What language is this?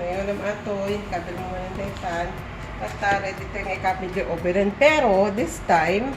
Iloko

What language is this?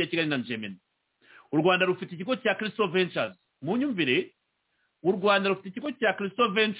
Kinyarwanda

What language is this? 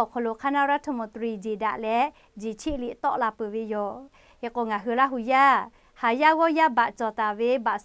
Lahu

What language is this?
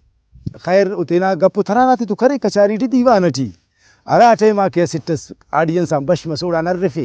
Brahui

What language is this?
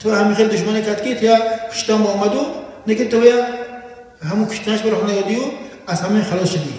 Tajik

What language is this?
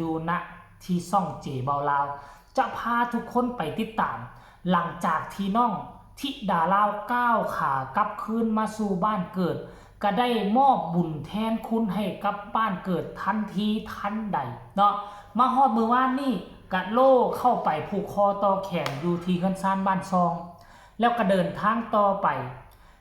Northeastern Thai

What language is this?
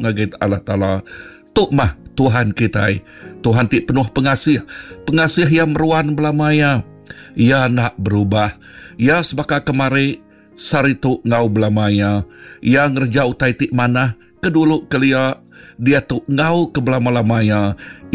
Iban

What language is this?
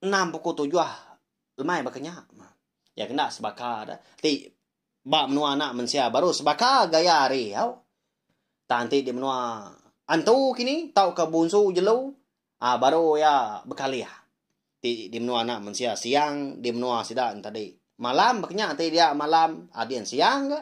Iban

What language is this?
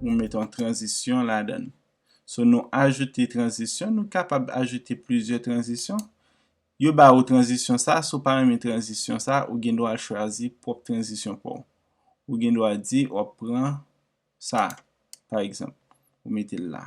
Haitian Creole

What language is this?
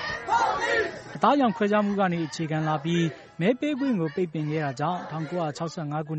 Burmese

